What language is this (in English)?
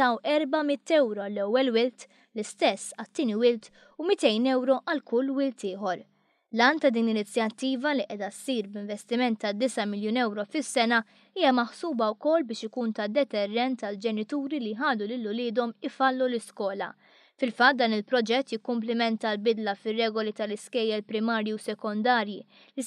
Maltese